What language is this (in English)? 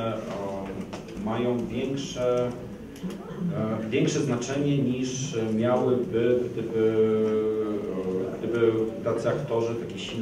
Polish